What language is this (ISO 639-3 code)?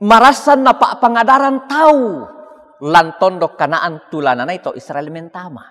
sda